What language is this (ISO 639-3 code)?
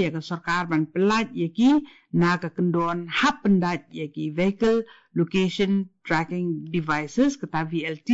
kha